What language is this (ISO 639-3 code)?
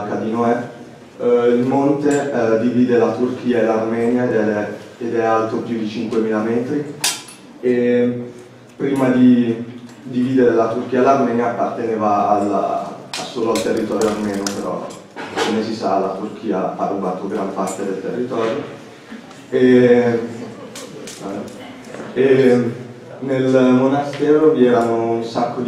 ita